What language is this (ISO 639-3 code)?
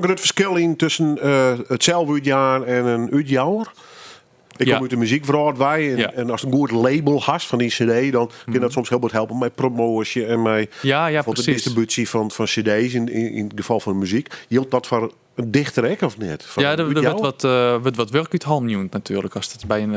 fry